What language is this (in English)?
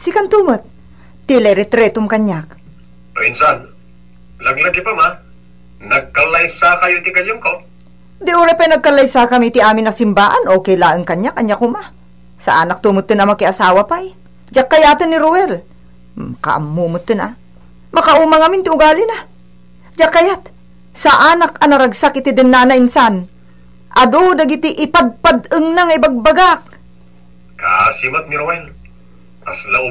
Iloko